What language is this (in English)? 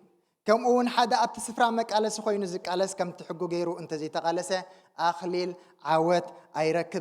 Tigrinya